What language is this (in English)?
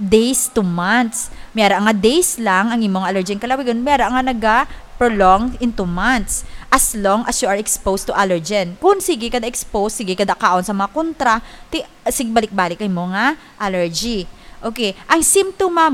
Hiligaynon